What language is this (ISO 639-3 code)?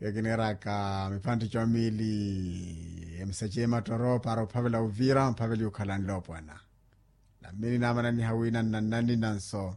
vmw